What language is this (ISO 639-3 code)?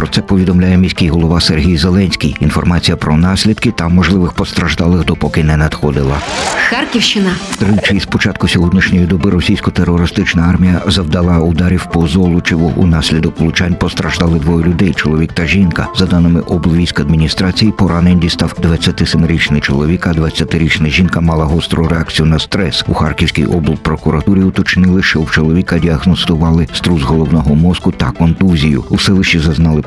ukr